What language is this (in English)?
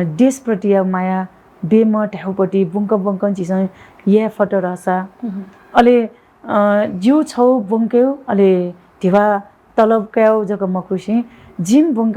Newari